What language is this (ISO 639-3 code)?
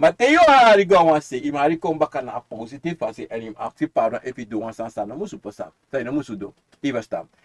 srn